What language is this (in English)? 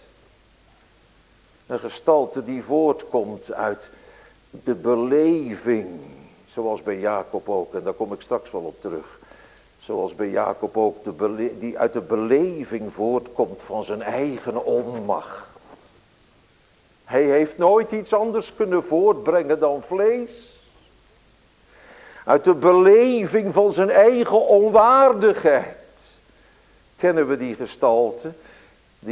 Dutch